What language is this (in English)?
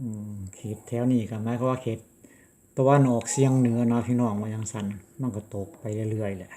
Lao